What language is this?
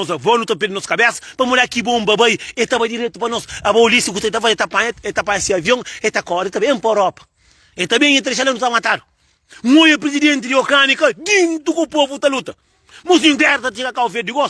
Kabuverdianu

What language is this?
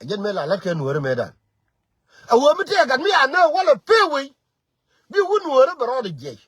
Nuer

